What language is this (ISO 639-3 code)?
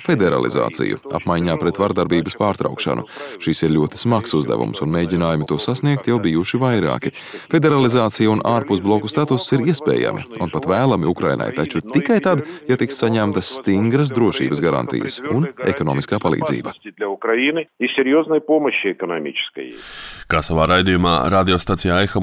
lav